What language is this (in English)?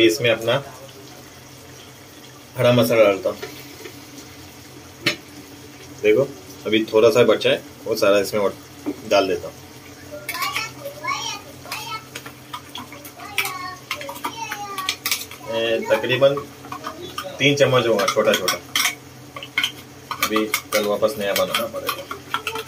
Hindi